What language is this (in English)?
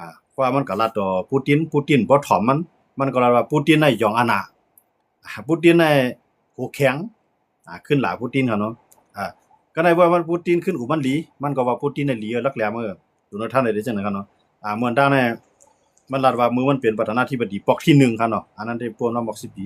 Shan